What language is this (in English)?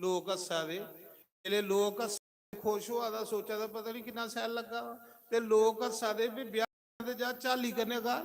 Dogri